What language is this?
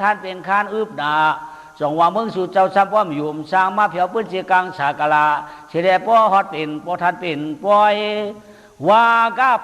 Shan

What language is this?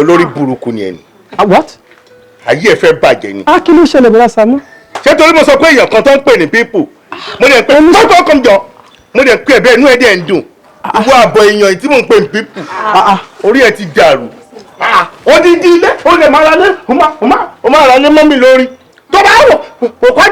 Yoruba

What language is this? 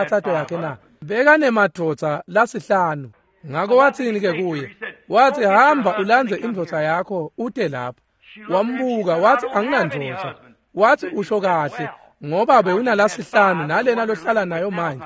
Swati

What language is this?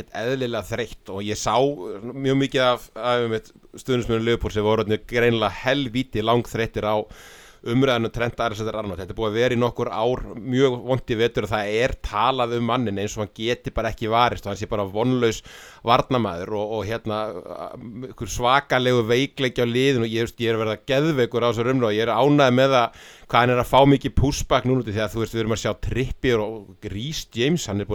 Icelandic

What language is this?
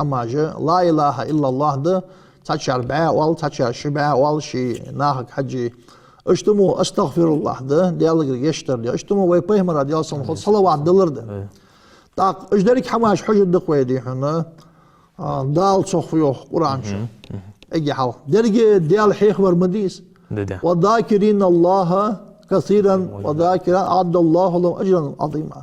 Ingush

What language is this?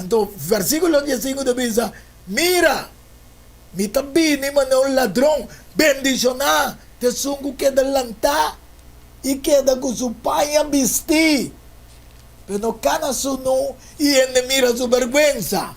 Papiamento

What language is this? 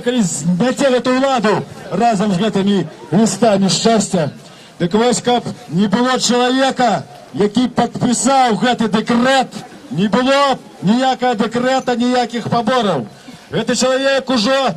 Belarusian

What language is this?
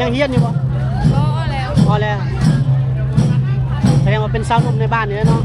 Lao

